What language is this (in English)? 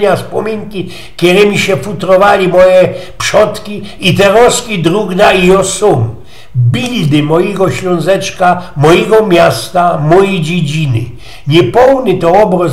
Silesian